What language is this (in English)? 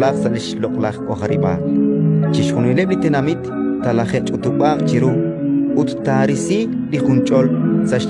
Kekchí